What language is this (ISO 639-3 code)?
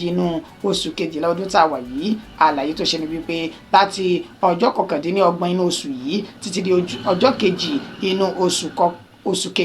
yor